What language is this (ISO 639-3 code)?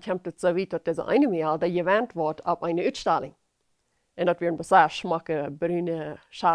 pdt